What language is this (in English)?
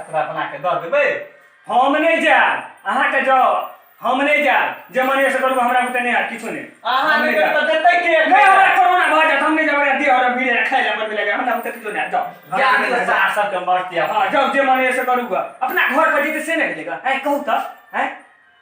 Maithili